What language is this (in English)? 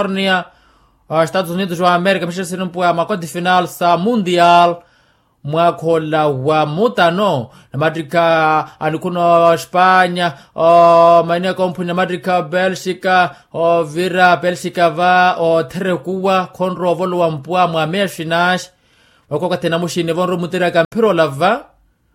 Makhuwa